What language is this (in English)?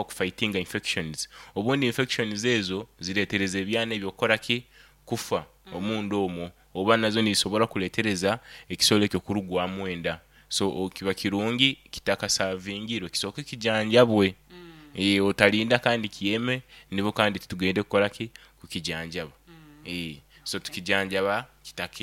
Nyoro